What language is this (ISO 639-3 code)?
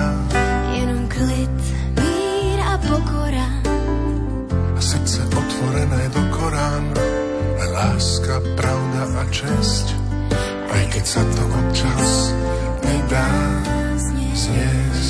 slk